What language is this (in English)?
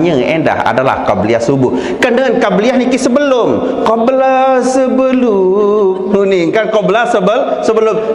Sasak